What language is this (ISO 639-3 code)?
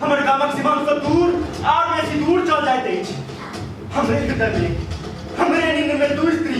mai